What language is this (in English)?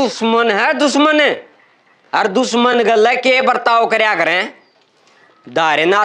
Haryanvi